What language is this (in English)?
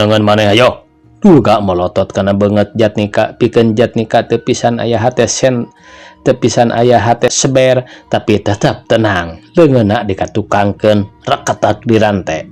Sundanese